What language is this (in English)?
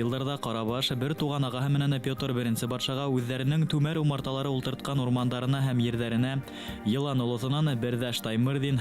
Bashkir